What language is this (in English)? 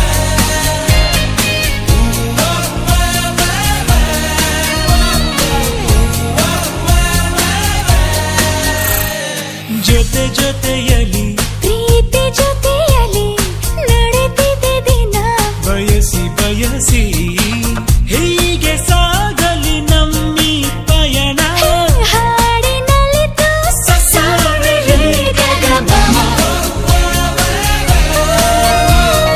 Kannada